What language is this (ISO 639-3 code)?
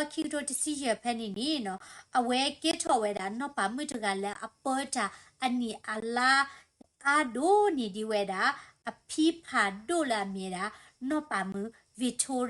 ksw